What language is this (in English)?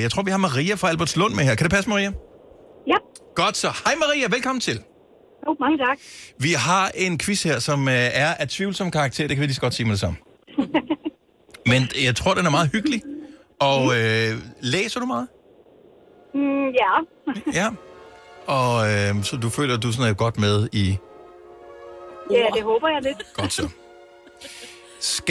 Danish